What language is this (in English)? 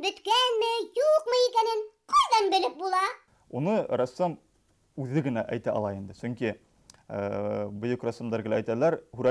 Bashkir